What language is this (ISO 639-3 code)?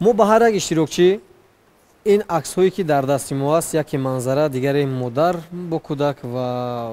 tgk